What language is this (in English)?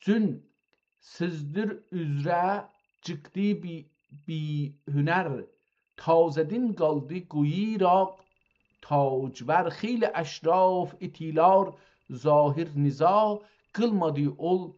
South Azerbaijani